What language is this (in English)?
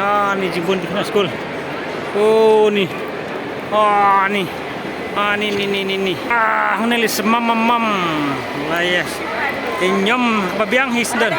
Khasi